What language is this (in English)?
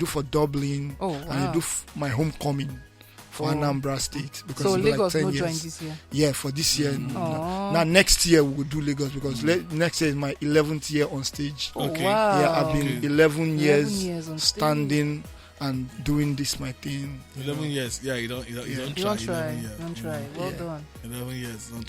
Nigerian Pidgin